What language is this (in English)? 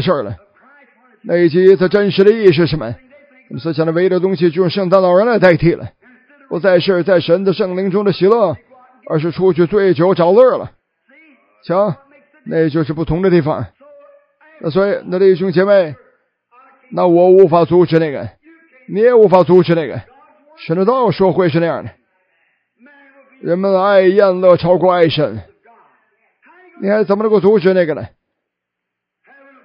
Chinese